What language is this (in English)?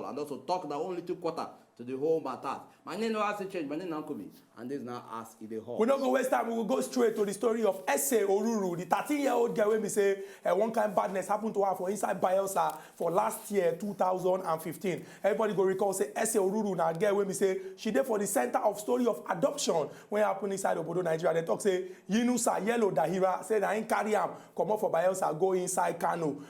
Nigerian Pidgin